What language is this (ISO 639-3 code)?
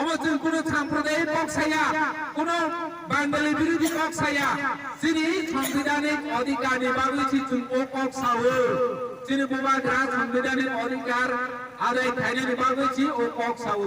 trp